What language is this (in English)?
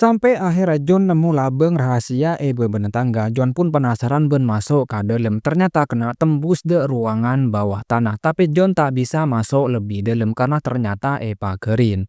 Madurese